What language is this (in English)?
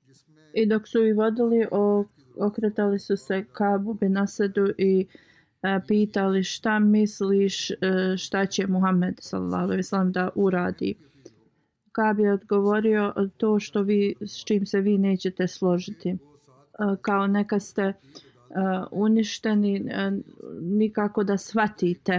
Bosnian